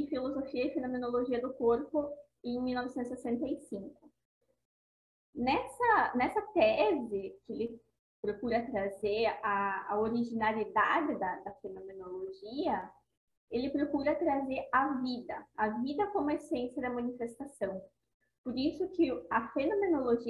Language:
Portuguese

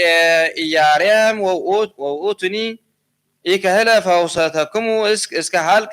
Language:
Geez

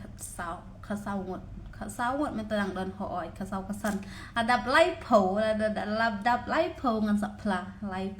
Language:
Khasi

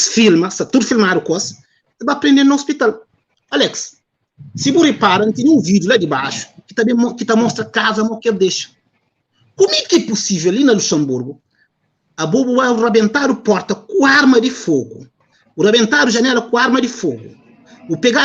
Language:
Kabuverdianu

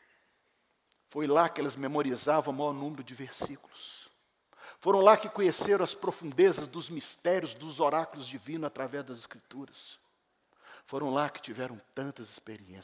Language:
Portuguese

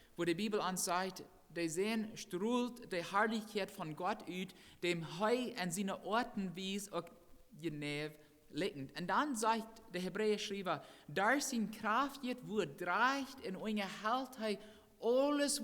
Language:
Plautdietsch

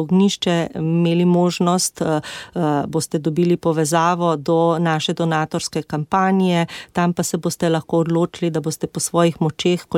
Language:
Slovenian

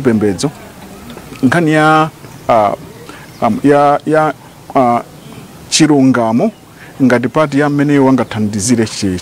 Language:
Nyanja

